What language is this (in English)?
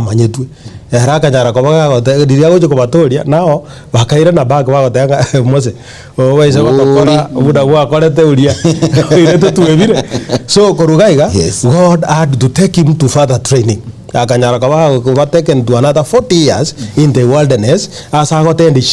Gusii